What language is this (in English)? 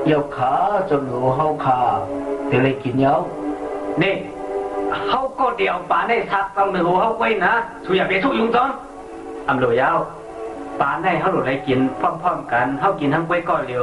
Shan